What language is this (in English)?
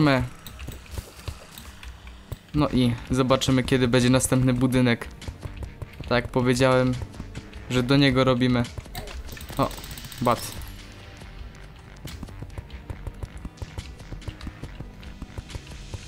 Polish